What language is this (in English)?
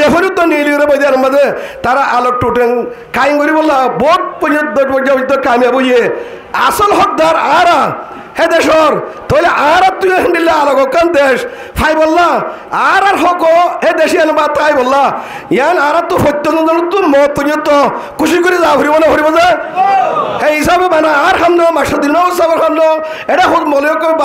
Rohingya